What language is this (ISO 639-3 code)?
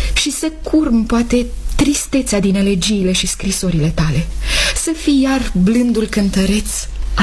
ron